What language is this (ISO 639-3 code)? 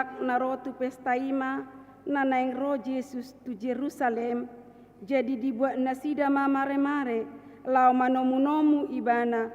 bbc